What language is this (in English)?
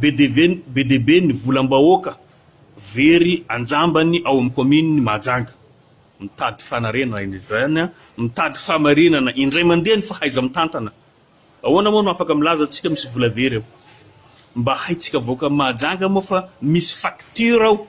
Malagasy